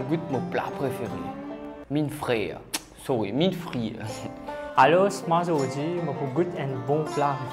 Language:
Morisyen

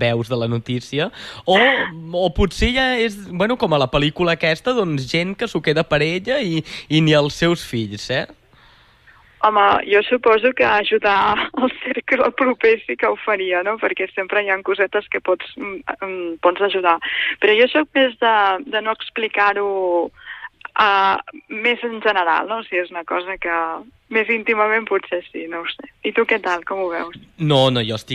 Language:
Catalan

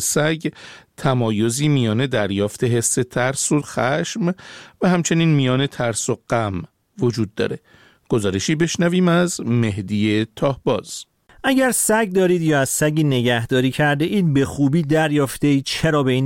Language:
Persian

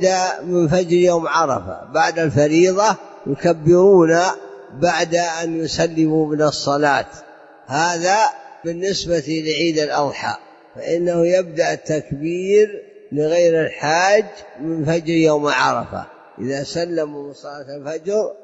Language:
Arabic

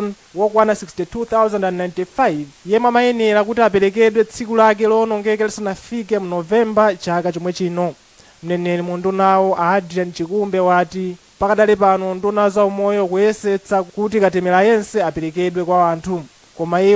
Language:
Nyanja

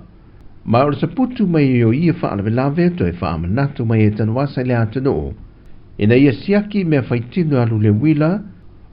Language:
Samoan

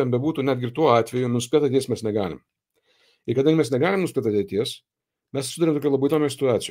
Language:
Lithuanian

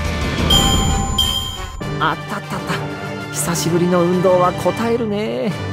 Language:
Japanese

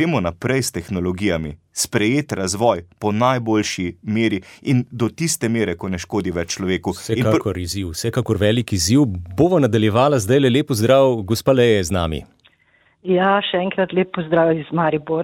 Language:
Slovenian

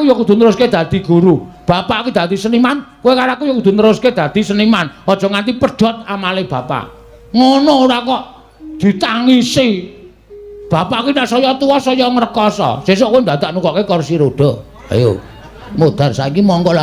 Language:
Javanese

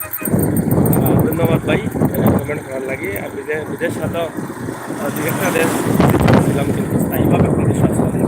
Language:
Sylheti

